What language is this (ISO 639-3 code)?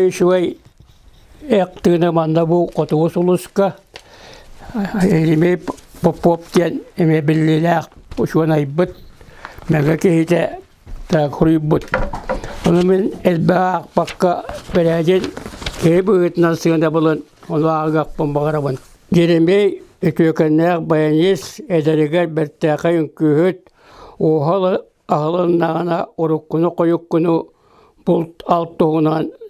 sah